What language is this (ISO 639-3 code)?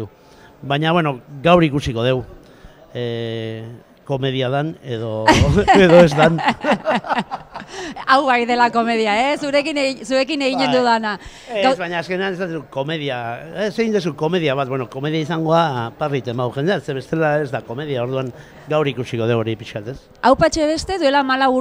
eus